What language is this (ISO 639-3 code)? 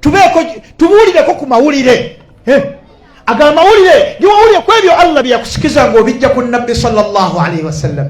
lug